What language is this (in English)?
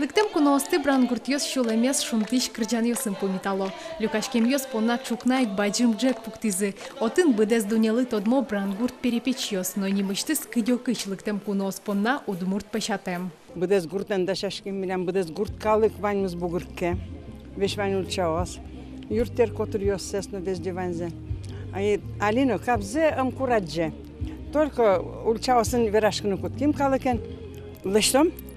Udmurt